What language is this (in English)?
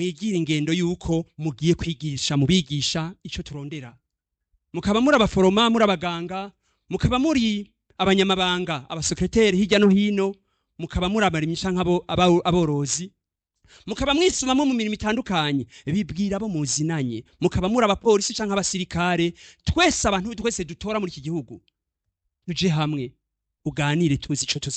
Rundi